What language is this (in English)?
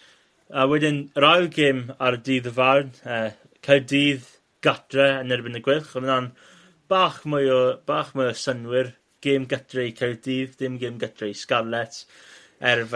Welsh